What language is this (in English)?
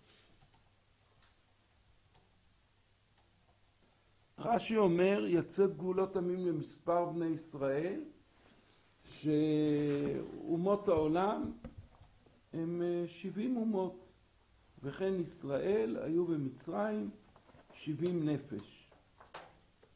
Hebrew